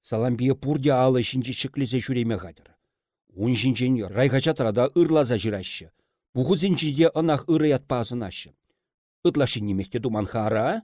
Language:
Chuvash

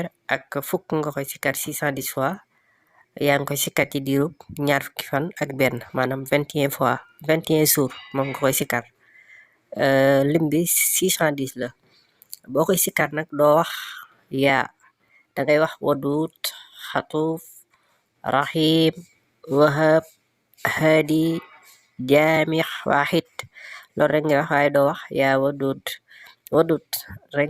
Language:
Wolof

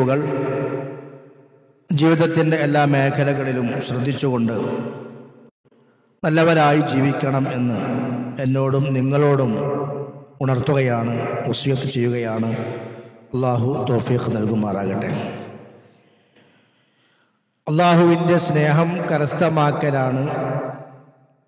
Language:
Malayalam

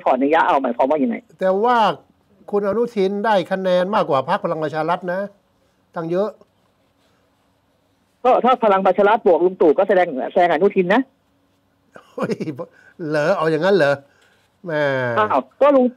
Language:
Thai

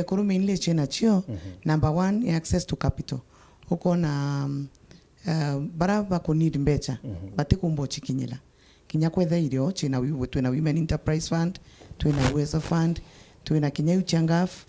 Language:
Meru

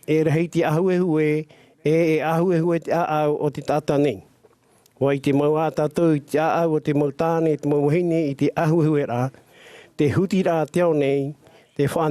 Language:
Tahitian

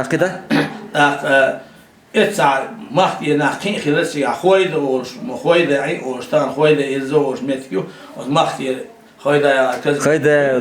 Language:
Chechen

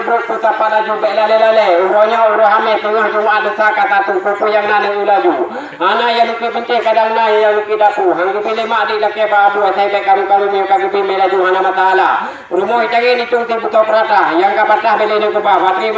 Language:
Achinese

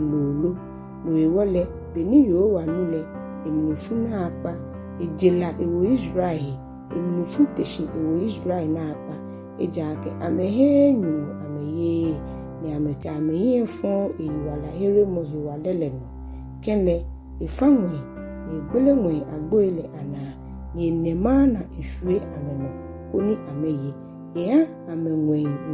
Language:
Ga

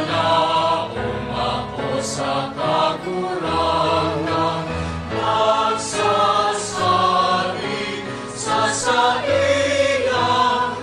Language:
Bikol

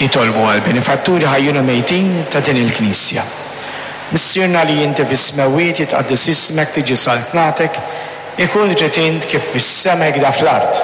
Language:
Maltese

